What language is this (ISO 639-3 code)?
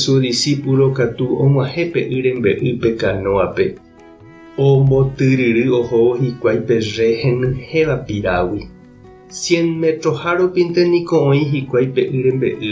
grn